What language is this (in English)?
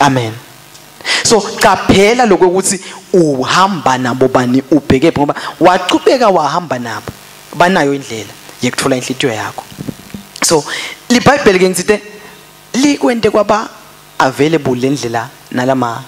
Swati